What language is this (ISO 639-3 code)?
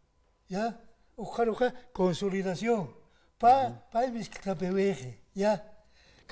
aym